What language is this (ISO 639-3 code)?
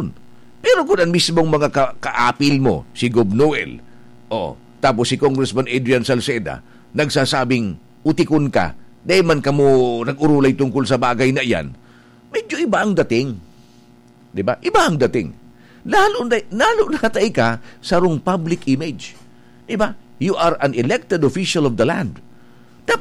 bik